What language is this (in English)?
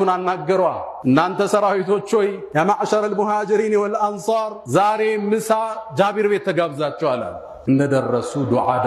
Amharic